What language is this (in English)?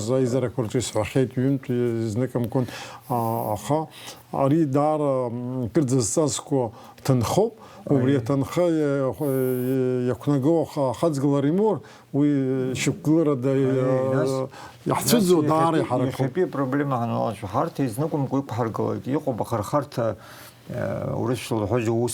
Abkhazian